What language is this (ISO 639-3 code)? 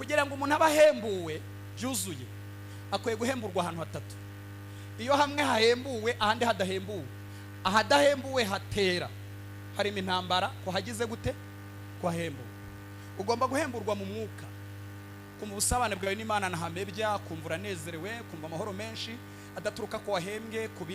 kin